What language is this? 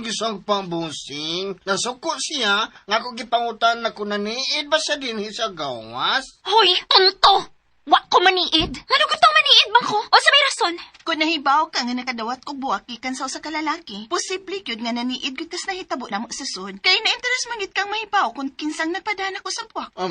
Cebuano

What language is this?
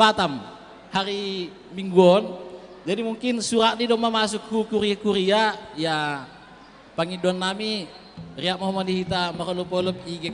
Batak Simalungun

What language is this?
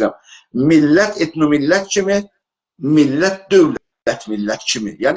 South Azerbaijani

